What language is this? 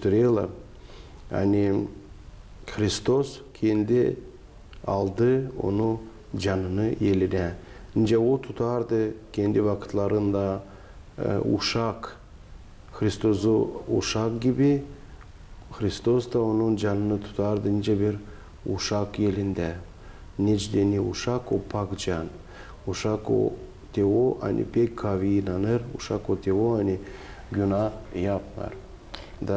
Gagauz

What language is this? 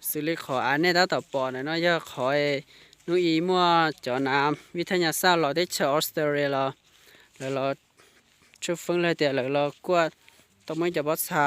Hmong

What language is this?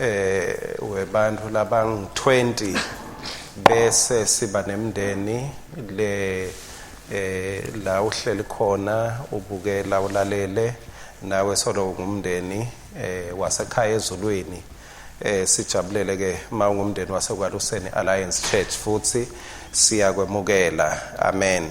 Swati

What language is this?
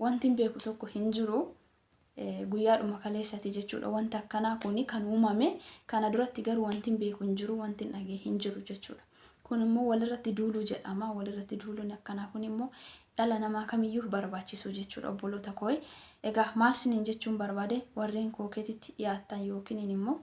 Oromo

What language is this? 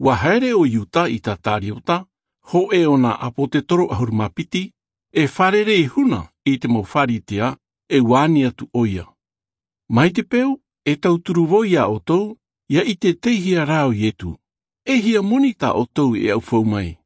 Tahitian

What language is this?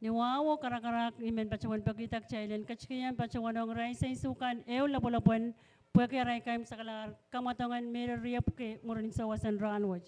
Pohnpeian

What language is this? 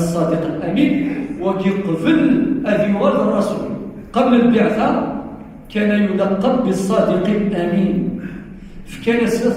Kabyle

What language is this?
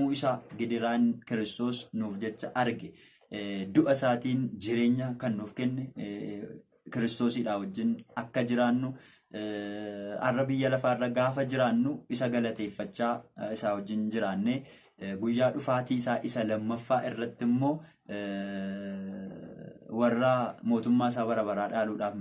Oromo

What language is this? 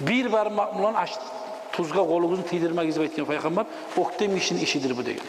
Kumyk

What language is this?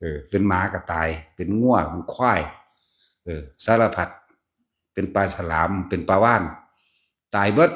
Northeastern Thai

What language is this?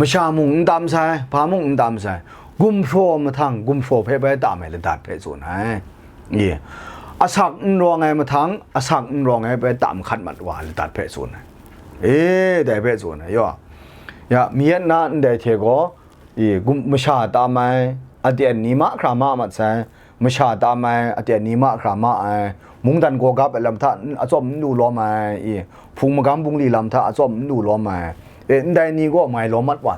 Kachin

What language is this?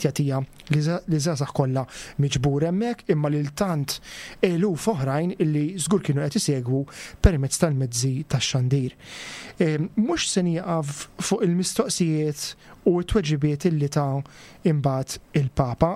Maltese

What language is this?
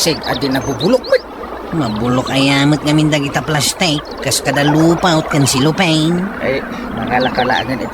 Iloko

